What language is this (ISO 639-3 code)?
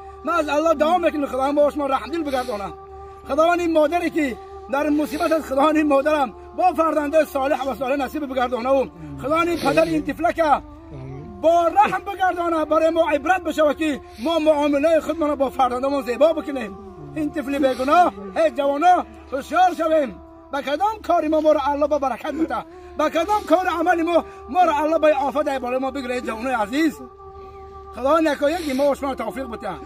tgk